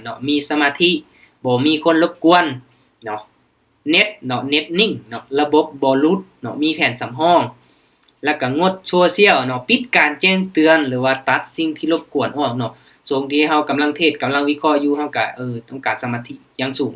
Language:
Lao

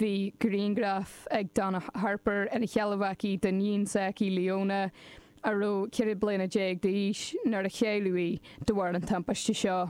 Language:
Irish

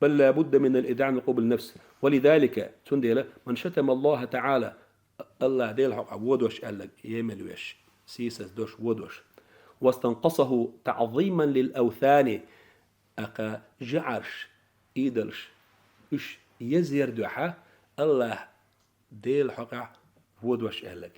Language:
Chechen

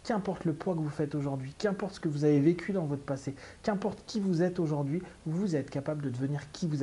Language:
French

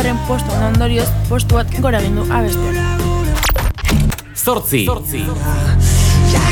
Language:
Basque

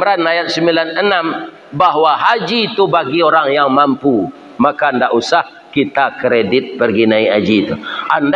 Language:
Minangkabau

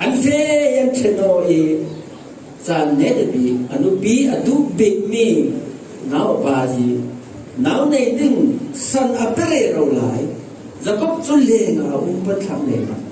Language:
Falam Chin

